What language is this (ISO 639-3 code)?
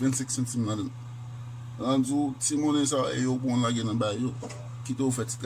hat